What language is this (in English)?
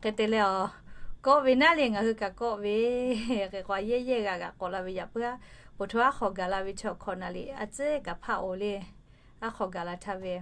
Lahu